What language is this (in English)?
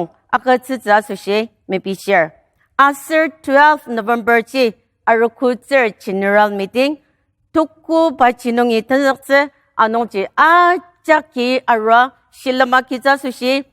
Ao Naga